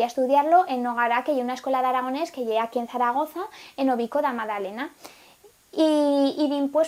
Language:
Aragonese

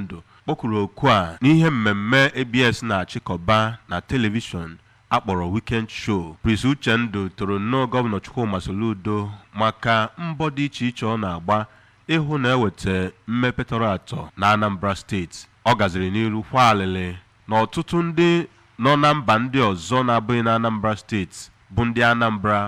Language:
Igbo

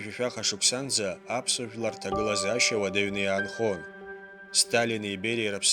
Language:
Abkhazian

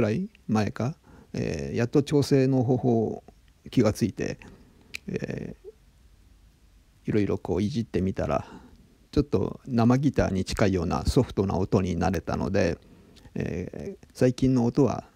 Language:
Japanese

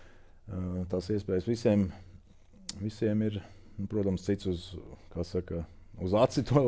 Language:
Latvian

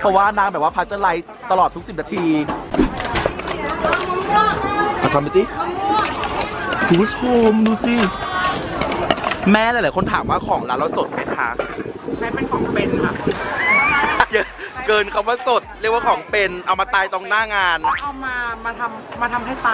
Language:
Thai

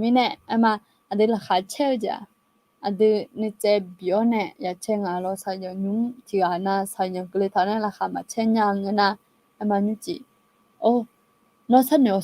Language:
Akha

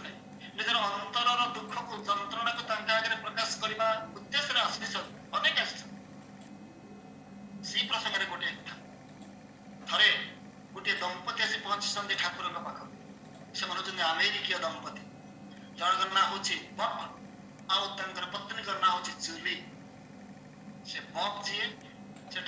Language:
Odia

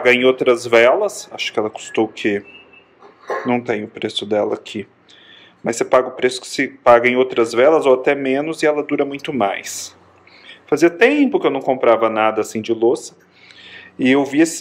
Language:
Portuguese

